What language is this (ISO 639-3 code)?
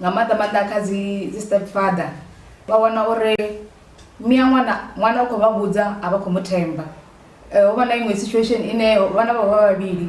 ven